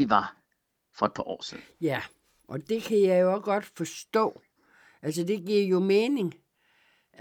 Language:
Danish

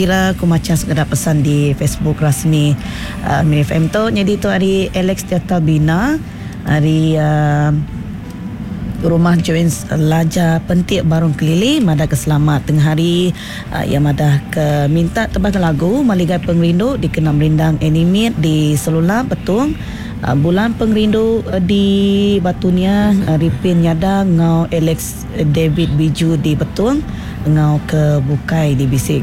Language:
Iban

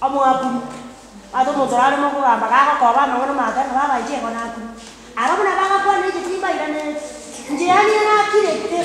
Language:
Gusii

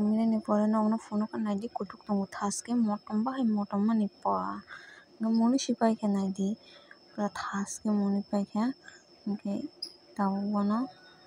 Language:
Kok Borok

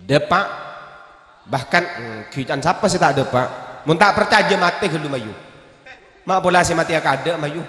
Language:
Madurese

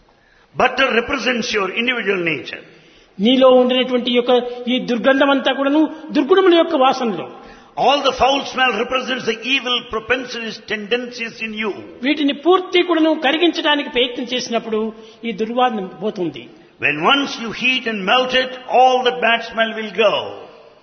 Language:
Telugu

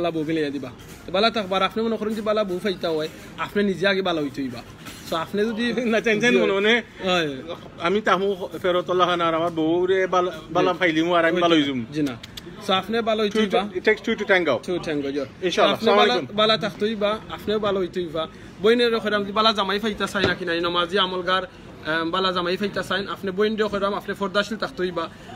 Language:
Sylheti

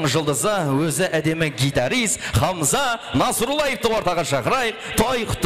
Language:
Kara-Kalpak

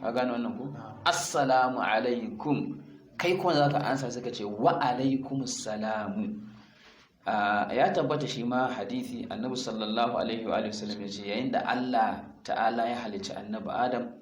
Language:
Hausa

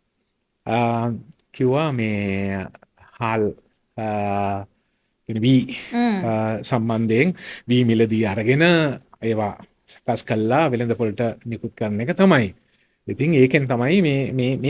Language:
Sinhala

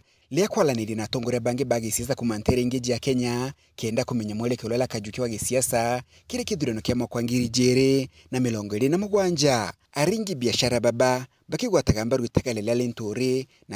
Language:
Meru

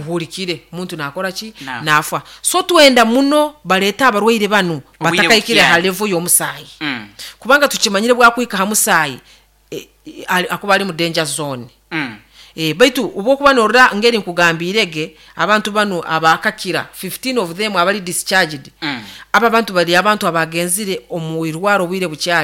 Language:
Nyoro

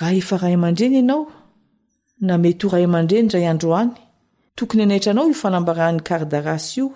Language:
Malagasy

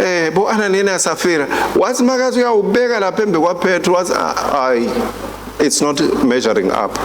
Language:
Swati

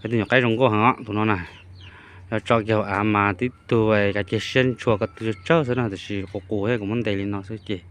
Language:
Hmong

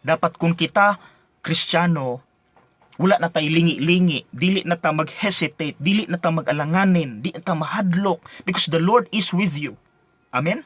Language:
Cebuano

